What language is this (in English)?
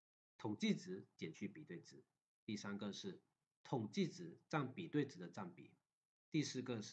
Chinese